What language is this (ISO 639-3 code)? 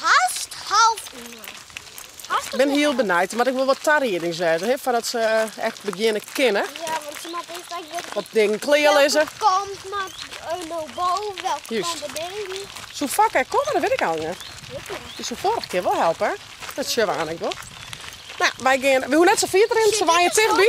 fry